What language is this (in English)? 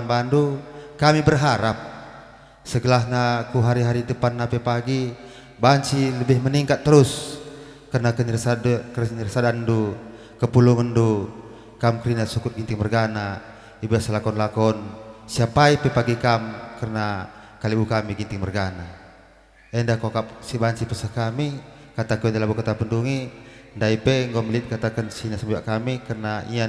Batak Karo